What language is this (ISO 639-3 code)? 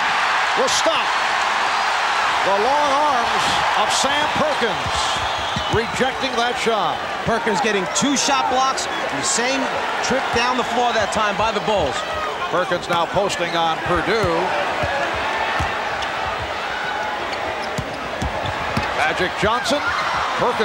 eng